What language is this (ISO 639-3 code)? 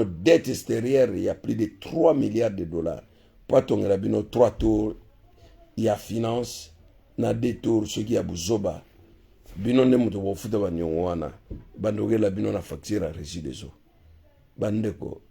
lin